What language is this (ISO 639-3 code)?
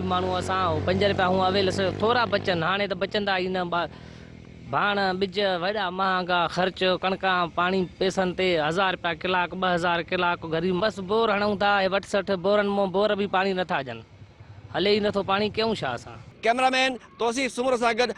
snd